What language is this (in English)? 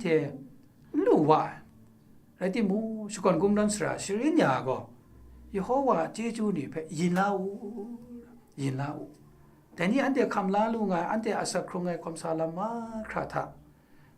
Kachin